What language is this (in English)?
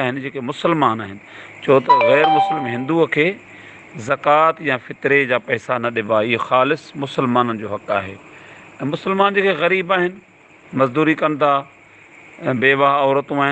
Sindhi